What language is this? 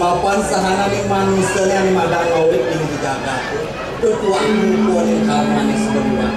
Balinese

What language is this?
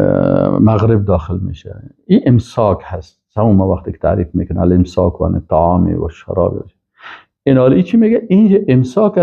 Persian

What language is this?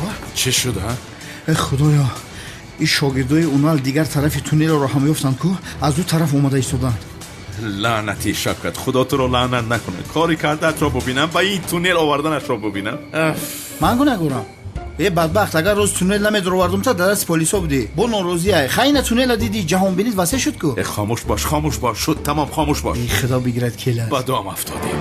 Tajik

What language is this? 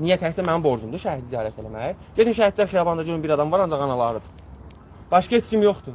Azerbaijani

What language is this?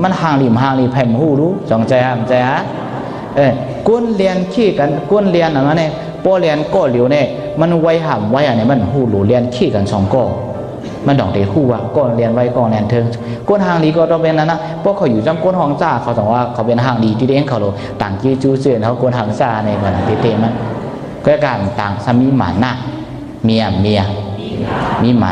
Shan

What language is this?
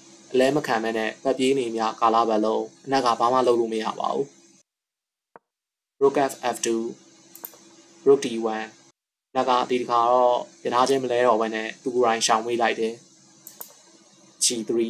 Burmese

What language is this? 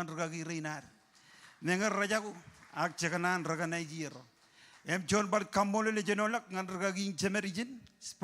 Marshallese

